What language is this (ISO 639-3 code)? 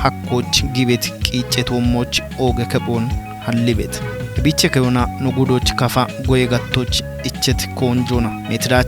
kbr